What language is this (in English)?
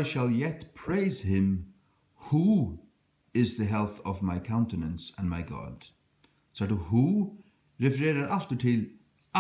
Faroese